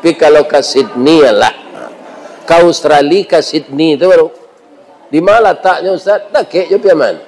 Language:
Minangkabau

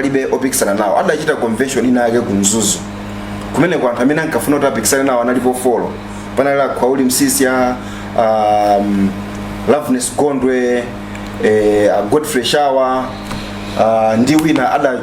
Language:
Nyanja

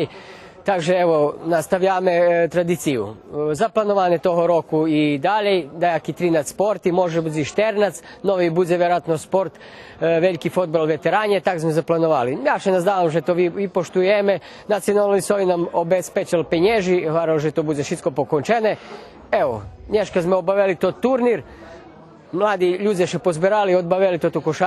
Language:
Rusyn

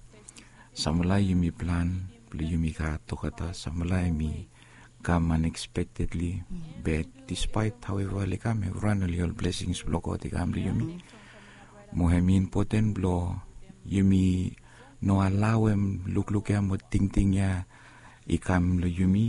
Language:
Bislama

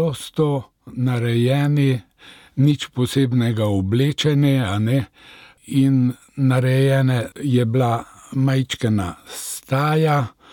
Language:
Slovenian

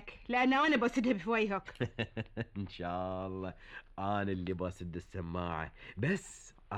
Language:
Gulf Arabic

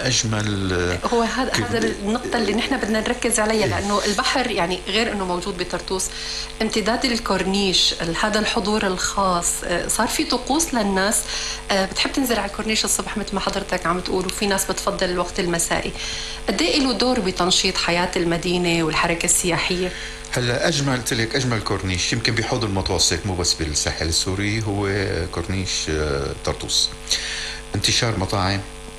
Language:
North Levantine Arabic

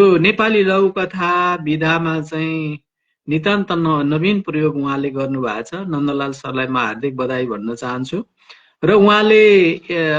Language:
Nepali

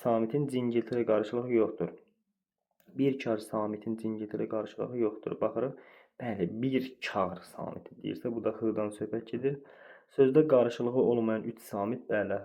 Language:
Azerbaijani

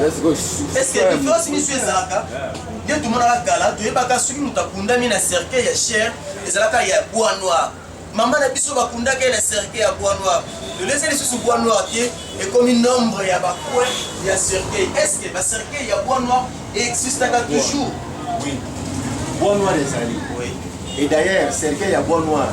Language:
Lingala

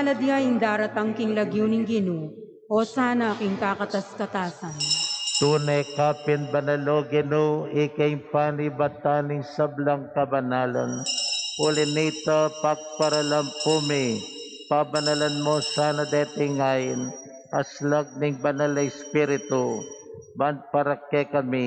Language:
Pampanga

